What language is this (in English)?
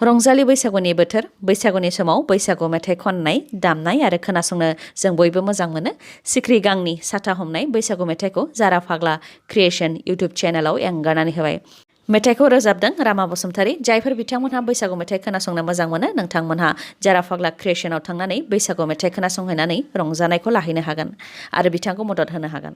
Bodo